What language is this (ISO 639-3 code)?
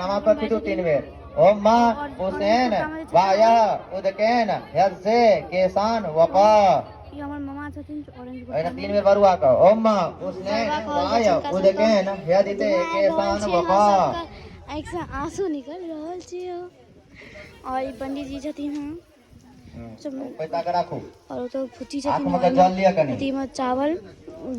mai